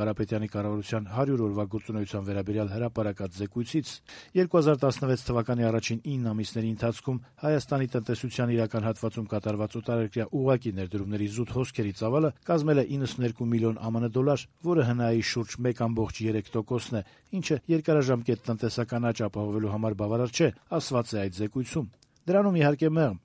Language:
Armenian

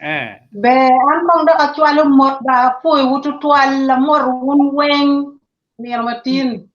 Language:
Acoli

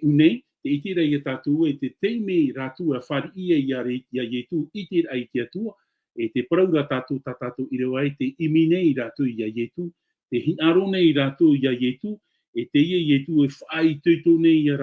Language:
Tahitian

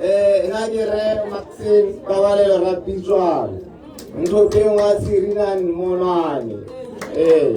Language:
Tswana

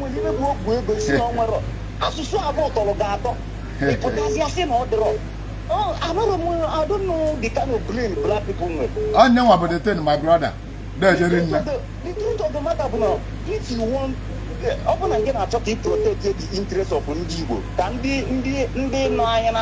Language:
Igbo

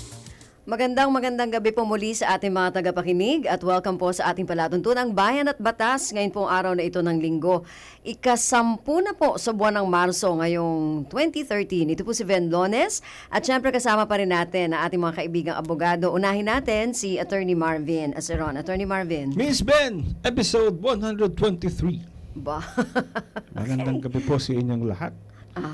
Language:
Filipino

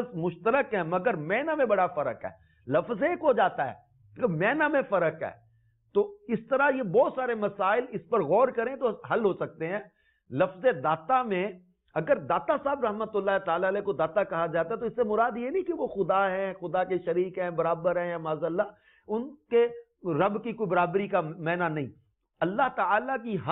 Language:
Urdu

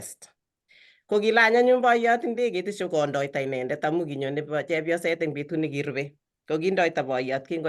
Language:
Kalenjin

